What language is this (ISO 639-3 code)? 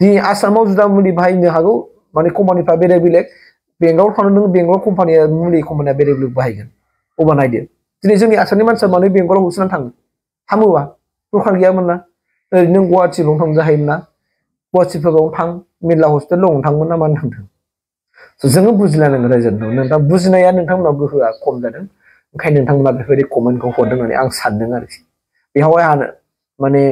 brx